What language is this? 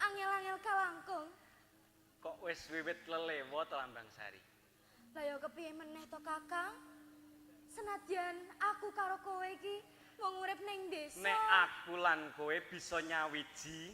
Javanese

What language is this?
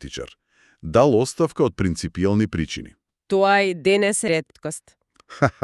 Macedonian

